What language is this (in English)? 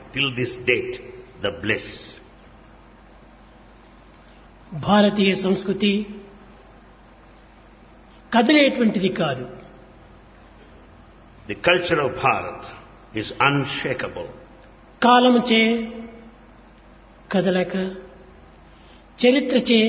Telugu